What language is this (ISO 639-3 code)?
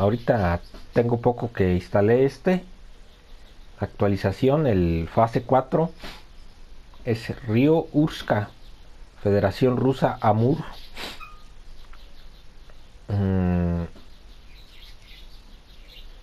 spa